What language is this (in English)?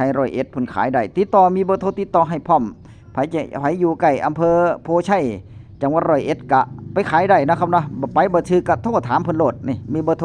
Northeastern Thai